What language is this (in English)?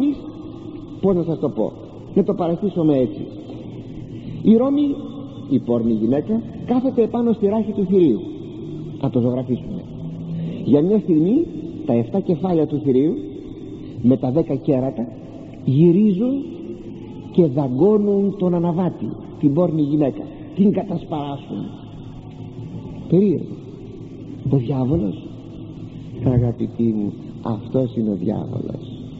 Greek